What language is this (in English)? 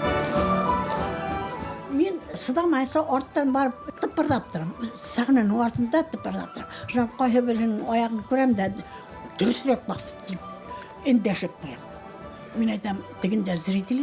Bashkir